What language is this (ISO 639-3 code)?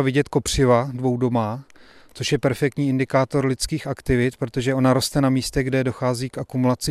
ces